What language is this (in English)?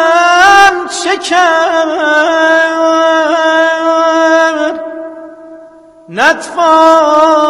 Persian